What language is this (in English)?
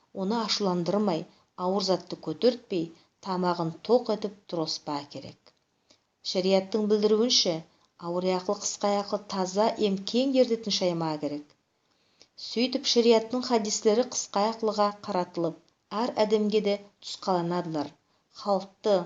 Nogai